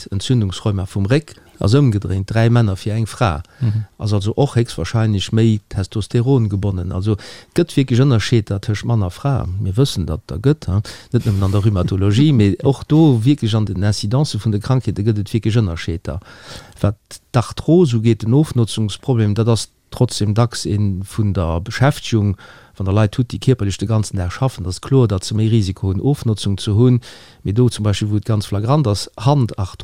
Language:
Luxembourgish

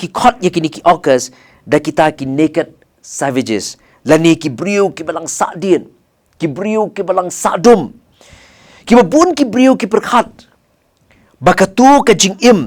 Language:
Khasi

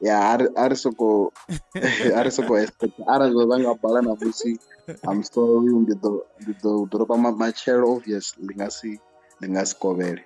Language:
Venda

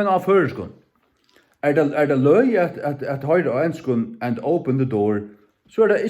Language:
Faroese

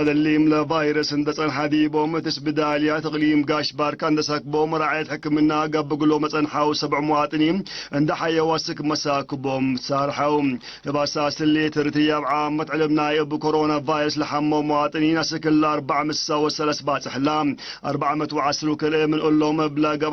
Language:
Tigre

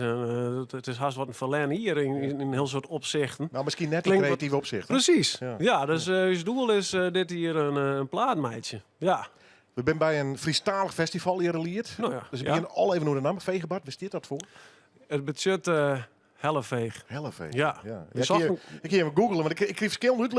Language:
Western Frisian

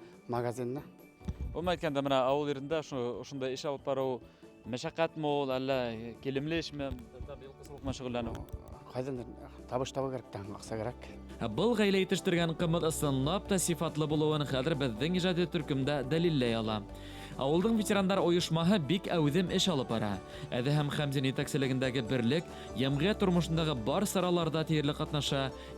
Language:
Bashkir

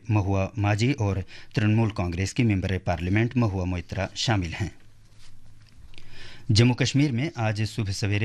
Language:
Urdu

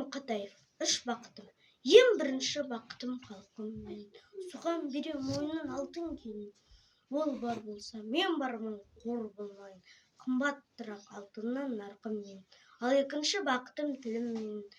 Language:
Kazakh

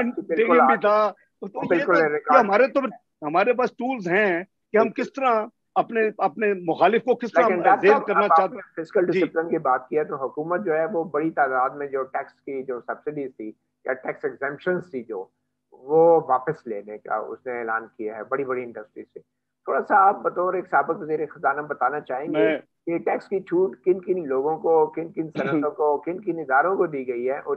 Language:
Urdu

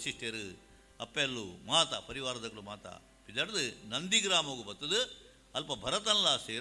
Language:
Tulu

